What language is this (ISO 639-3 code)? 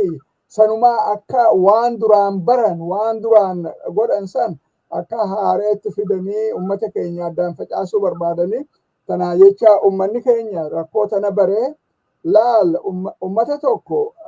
orm